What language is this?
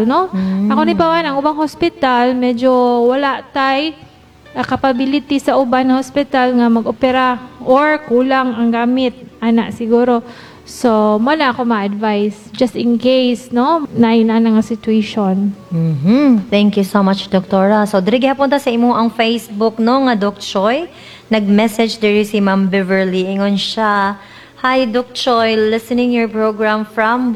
Cebuano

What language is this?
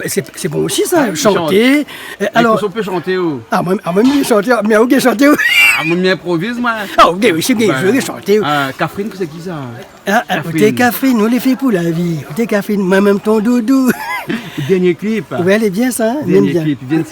Réunion Creole French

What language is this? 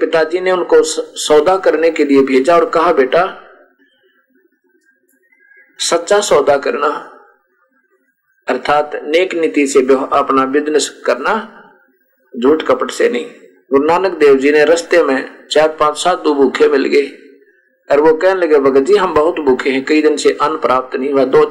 Hindi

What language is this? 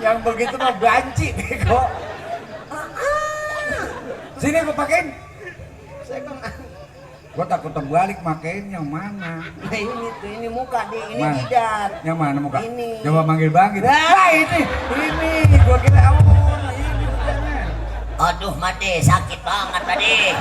Betawi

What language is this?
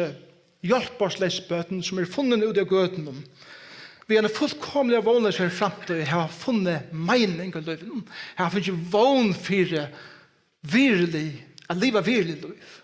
Faroese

